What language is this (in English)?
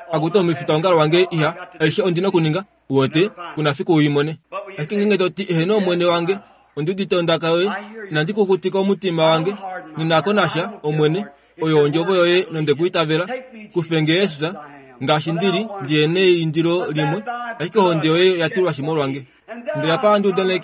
Kuanyama